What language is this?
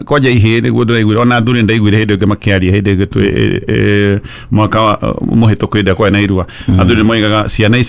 Kikuyu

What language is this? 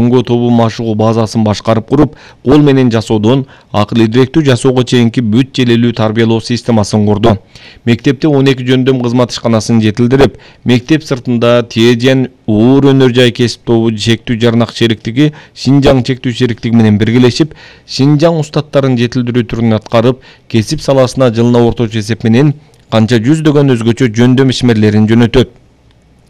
Kyrgyz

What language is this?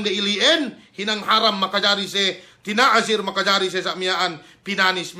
Yakan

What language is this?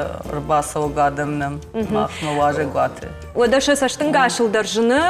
Ossetic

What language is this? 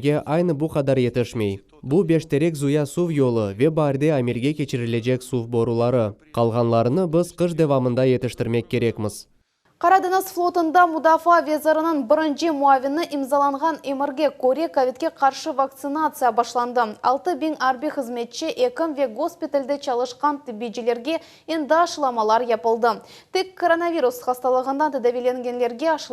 Crimean Tatar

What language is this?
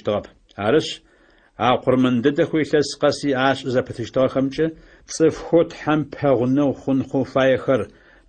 Adyghe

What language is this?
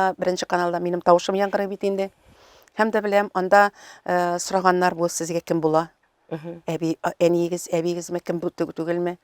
Tatar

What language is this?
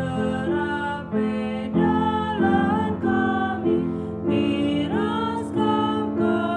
Batak Karo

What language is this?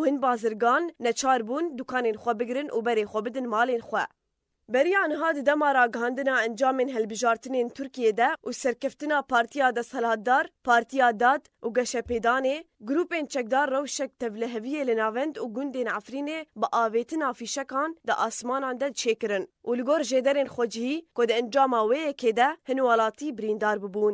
Kurdish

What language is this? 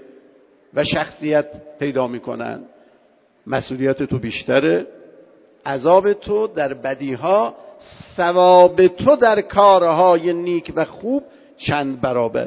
Persian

